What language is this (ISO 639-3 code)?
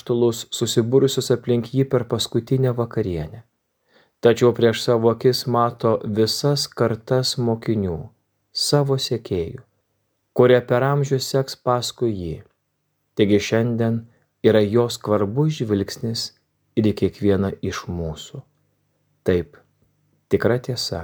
lit